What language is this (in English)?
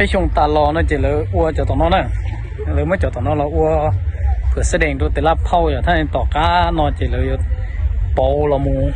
Hmong